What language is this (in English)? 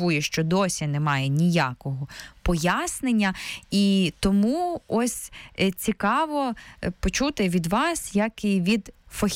Ukrainian